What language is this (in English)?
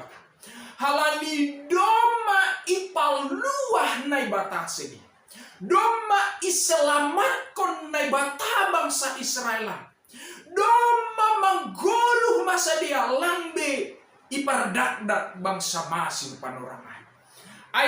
Batak Simalungun